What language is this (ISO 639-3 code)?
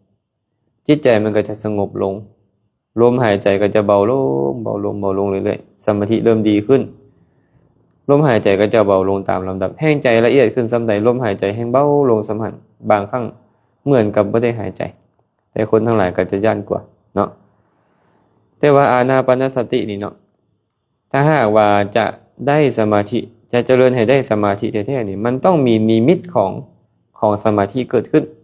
lao